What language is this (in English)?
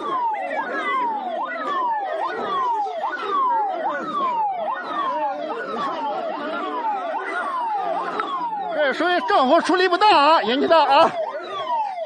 Chinese